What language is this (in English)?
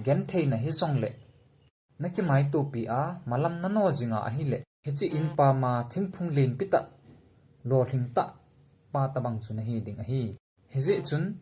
Thado Chin